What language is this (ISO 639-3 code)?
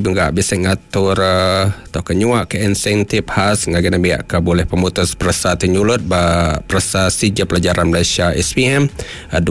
iba